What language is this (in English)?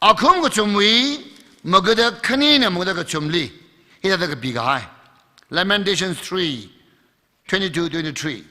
Tangkhul Naga (India)